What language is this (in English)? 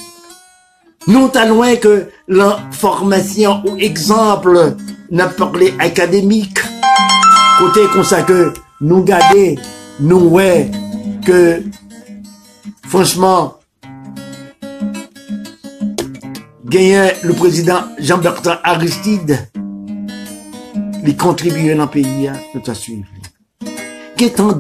Haitian Creole